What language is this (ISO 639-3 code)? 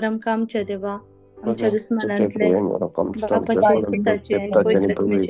kok